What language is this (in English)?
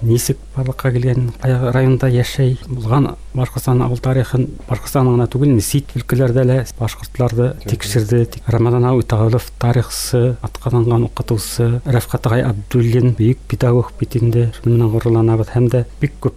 Bashkir